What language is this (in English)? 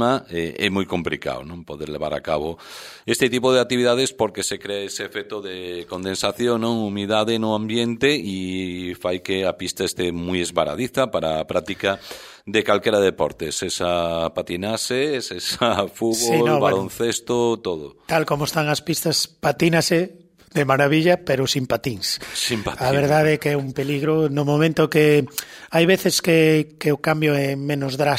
Galician